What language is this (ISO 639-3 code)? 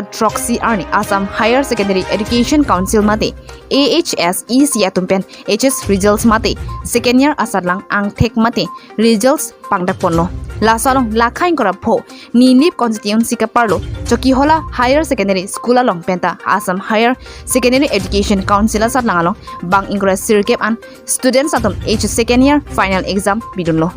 mjw